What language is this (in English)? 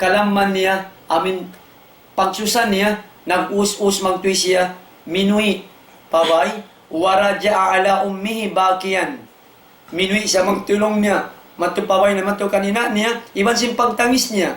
Tausug